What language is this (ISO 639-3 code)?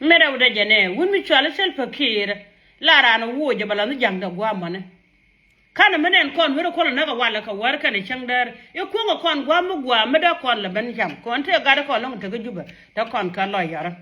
nus